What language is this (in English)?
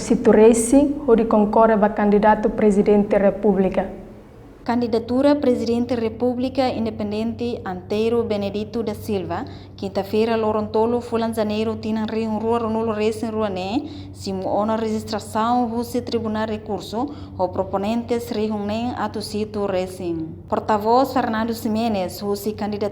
Tetum